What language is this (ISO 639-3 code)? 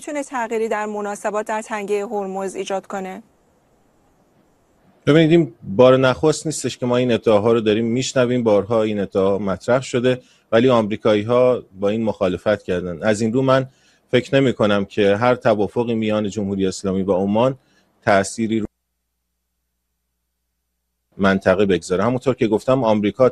fas